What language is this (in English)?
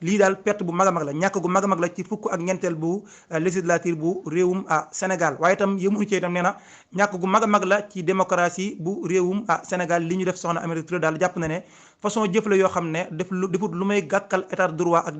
Wolof